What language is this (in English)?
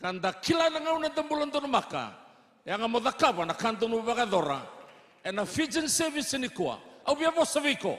Fijian